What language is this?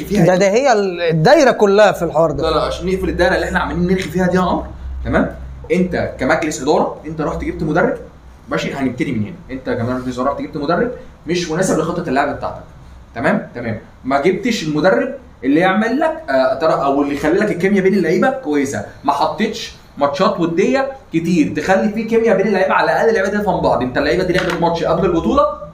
Egyptian Arabic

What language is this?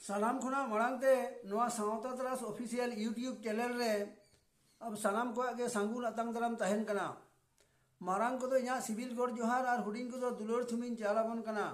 Santali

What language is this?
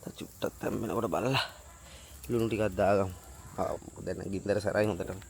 Sinhala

